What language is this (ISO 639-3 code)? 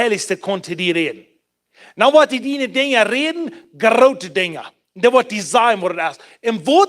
pdt